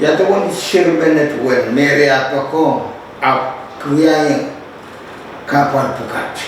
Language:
Pohnpeian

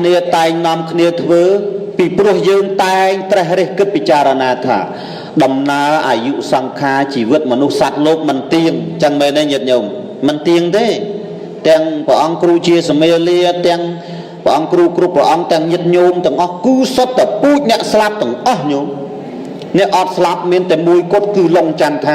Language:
Khmer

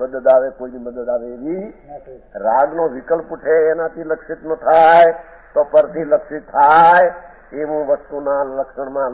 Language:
Gujarati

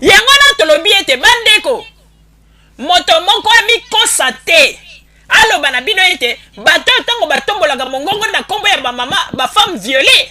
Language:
Lingala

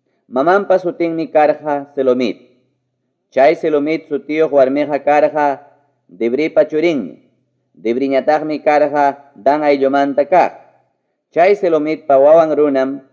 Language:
Ayacucho Quechua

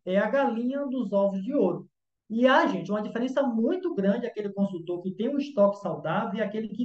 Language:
Portuguese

